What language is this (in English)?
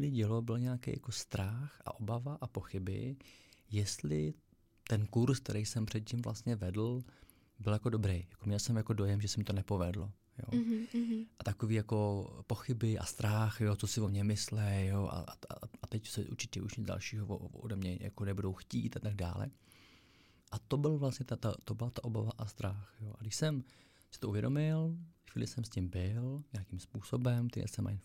Czech